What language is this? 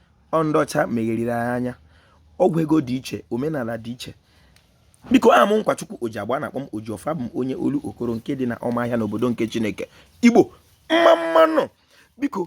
Igbo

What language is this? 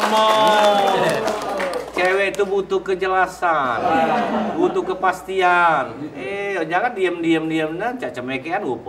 Musi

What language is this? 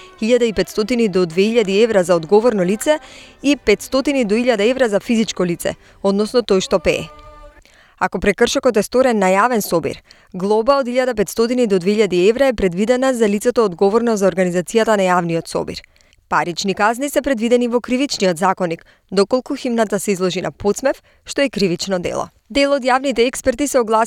Macedonian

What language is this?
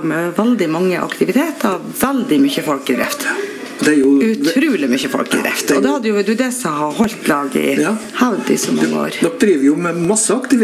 Norwegian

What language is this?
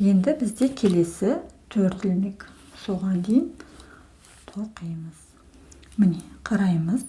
Kazakh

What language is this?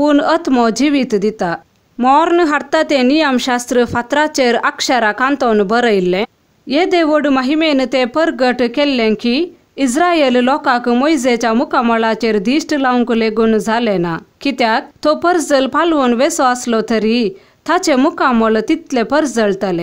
Konkani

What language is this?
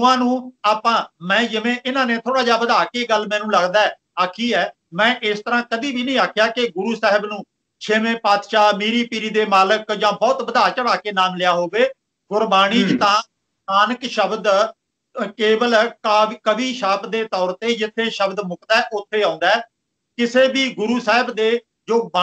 Punjabi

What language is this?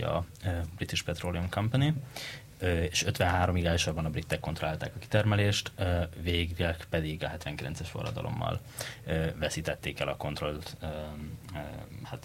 Hungarian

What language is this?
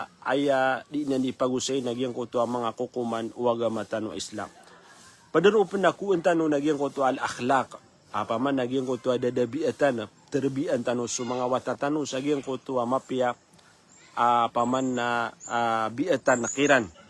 Maranao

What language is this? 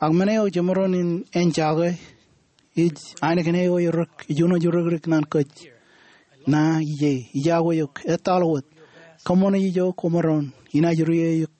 Marshallese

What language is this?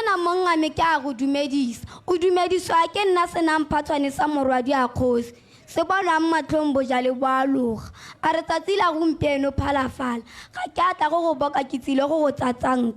Tswana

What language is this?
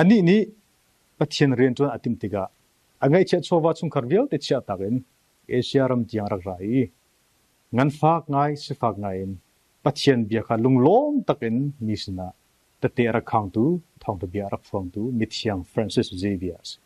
Hakha Chin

